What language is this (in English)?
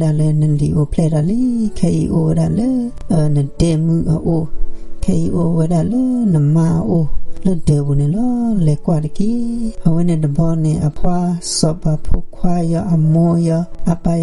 S'gaw Karen